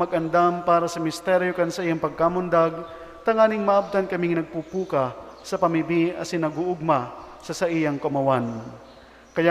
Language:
Bikol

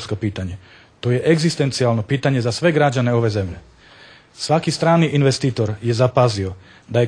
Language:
Bosnian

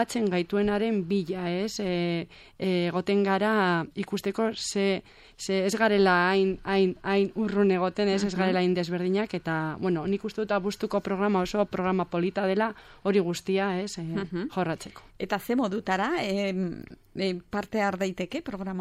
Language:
Basque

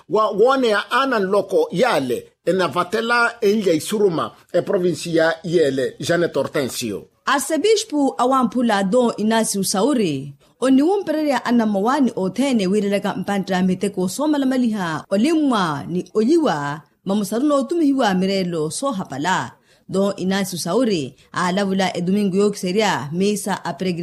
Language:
Makhuwa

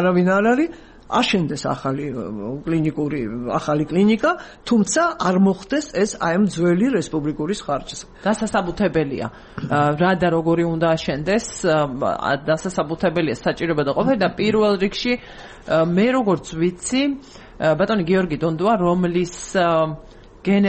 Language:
Georgian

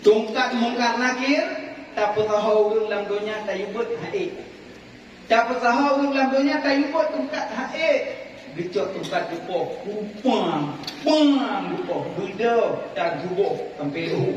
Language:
Achinese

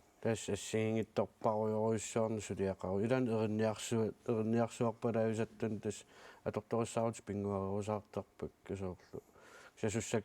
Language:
Kalaallisut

